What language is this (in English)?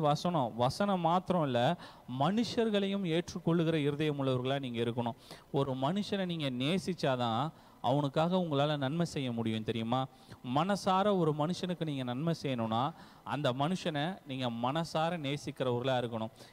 Tamil